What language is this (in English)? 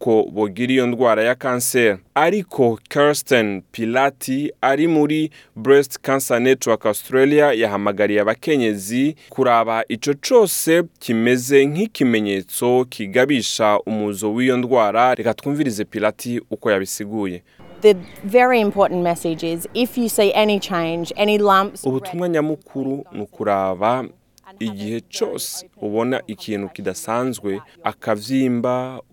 Rundi